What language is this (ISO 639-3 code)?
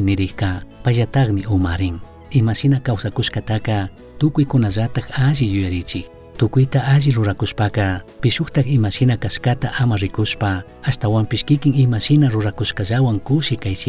qug